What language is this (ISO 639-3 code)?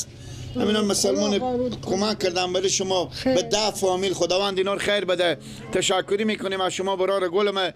fas